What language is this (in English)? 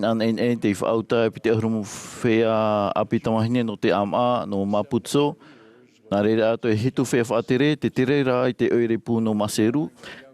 Tahitian